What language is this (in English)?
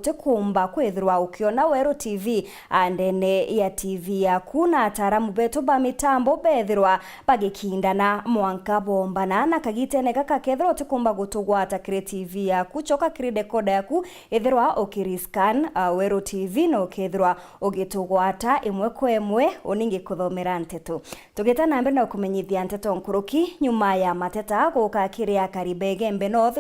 Meru